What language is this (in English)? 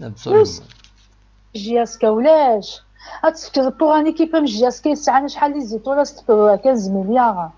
Kabyle